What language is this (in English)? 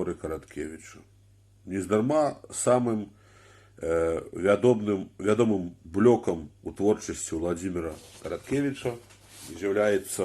Belarusian